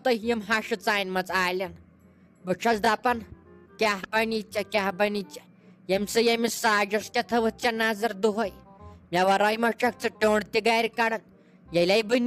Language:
Kashmiri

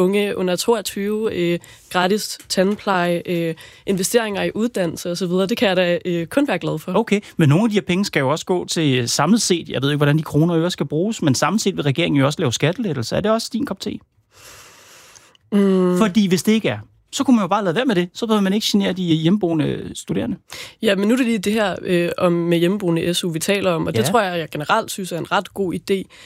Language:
Danish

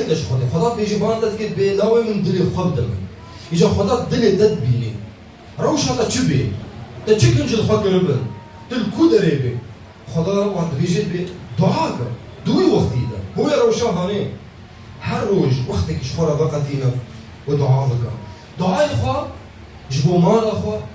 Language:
Kurdish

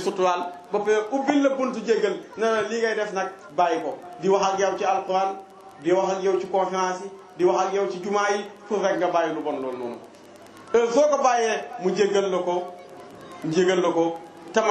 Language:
Wolof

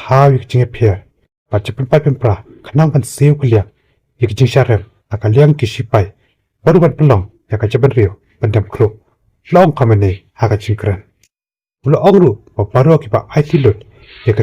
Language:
Khasi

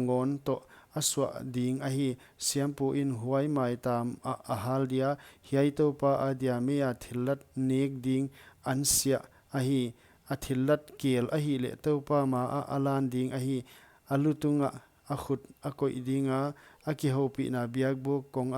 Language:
Paite Chin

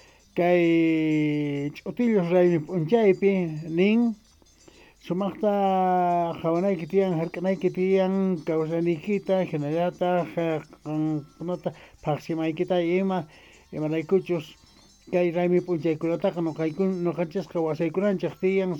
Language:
Quechua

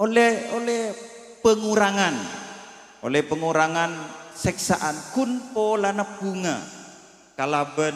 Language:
Madurese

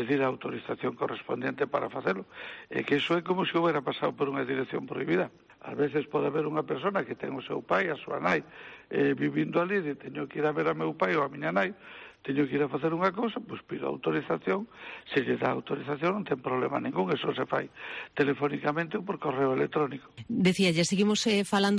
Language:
Galician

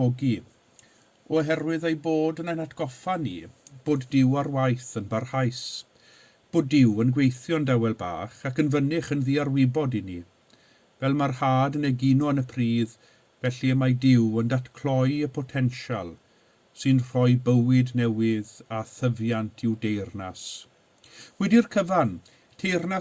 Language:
Welsh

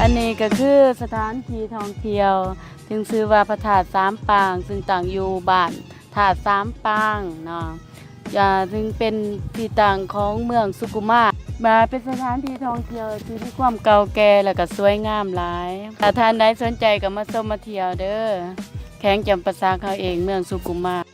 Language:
Lao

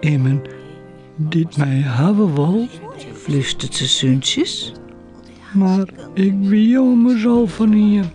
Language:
Western Frisian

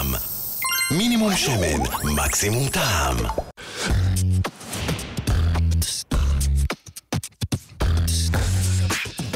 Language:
Hebrew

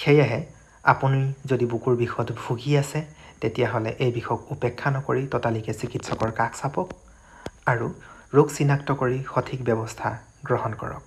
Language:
Assamese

